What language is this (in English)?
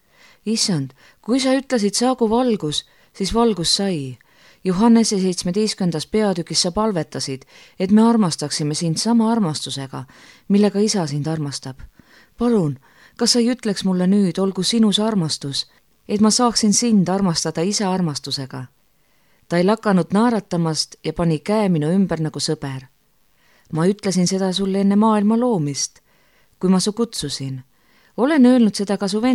Estonian